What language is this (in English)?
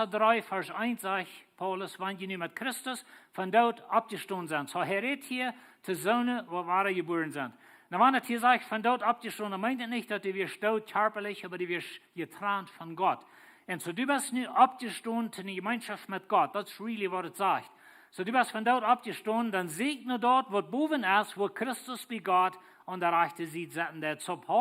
Plautdietsch